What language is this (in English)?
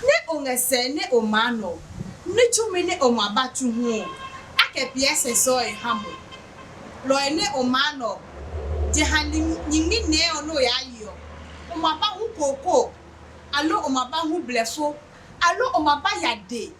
Adangme